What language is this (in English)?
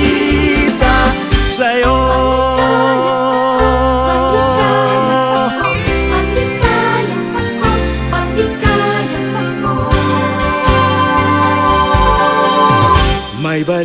Filipino